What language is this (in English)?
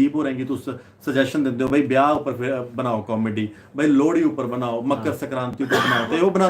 Dogri